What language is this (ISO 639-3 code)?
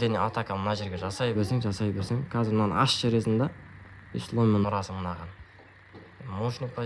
kaz